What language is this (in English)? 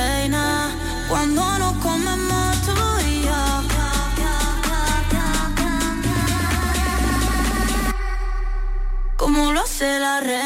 Spanish